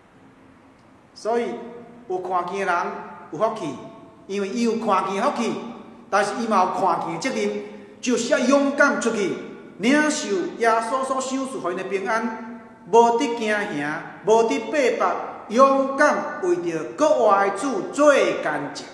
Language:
Min Nan Chinese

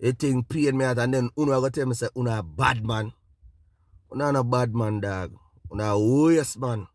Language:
Jamaican Creole English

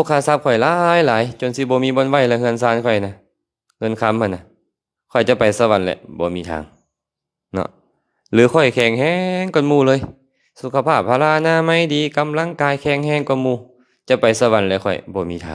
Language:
Lao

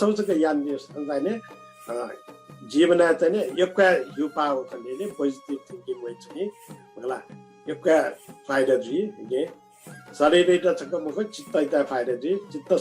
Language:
Newari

